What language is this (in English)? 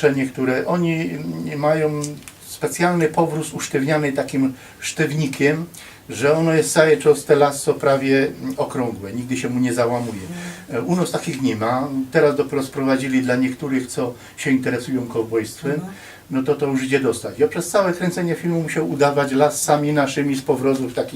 Silesian